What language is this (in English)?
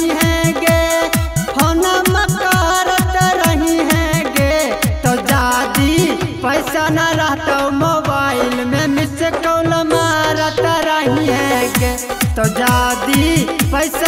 Magahi